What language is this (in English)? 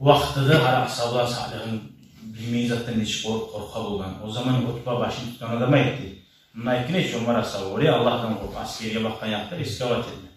Kumyk